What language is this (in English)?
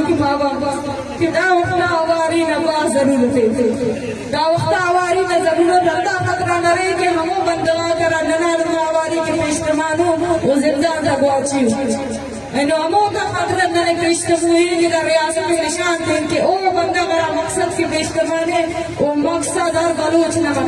Eastern Balochi